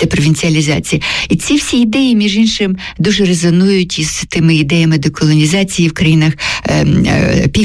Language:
Ukrainian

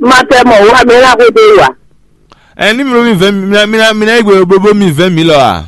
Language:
Fon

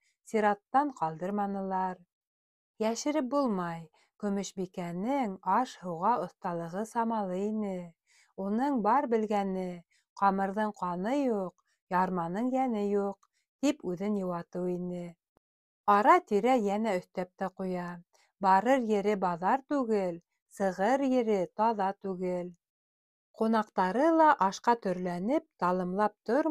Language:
Bashkir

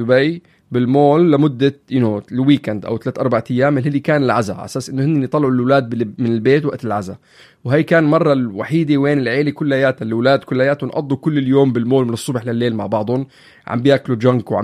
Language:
North Levantine Arabic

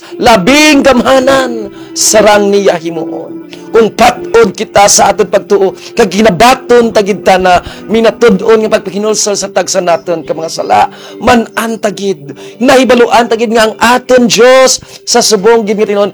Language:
Hiligaynon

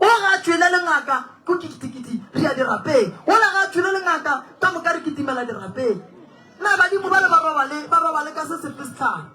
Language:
Northern Sotho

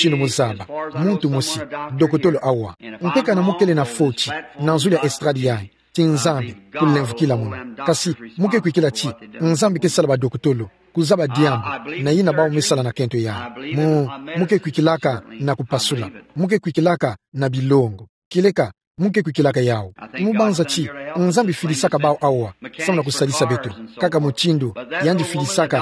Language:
Kituba (Democratic Republic of Congo)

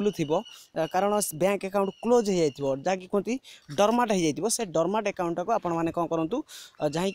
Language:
Odia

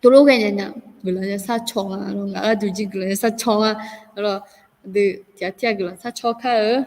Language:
Akha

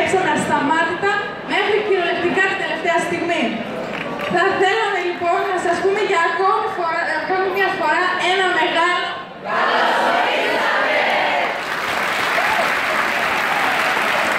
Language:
Greek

